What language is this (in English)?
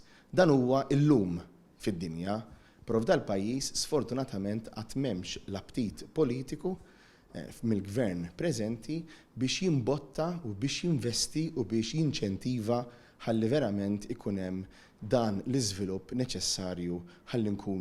Maltese